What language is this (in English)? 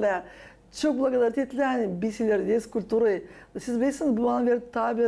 Gagauz